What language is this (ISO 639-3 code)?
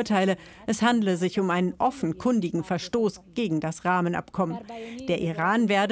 deu